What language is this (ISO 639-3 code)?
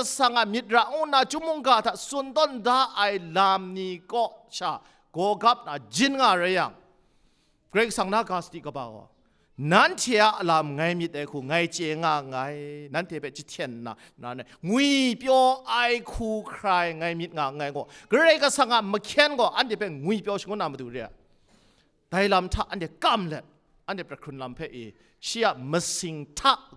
kac